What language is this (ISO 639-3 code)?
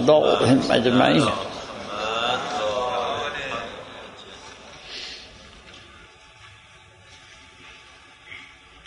fas